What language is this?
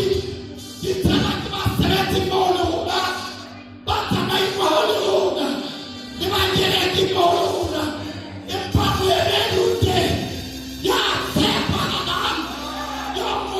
Southern Sotho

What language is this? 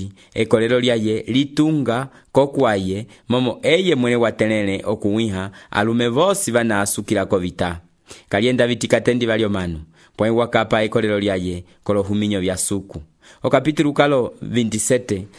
Umbundu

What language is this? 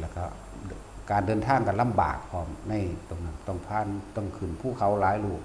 Lao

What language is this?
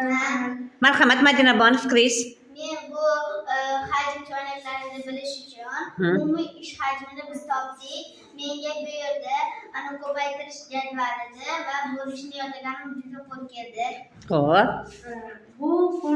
Uzbek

